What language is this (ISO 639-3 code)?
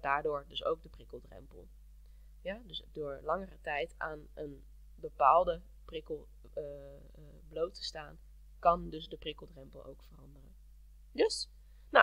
nld